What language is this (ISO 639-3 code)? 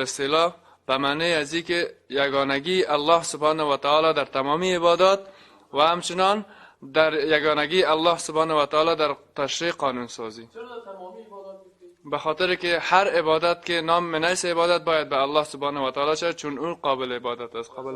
fas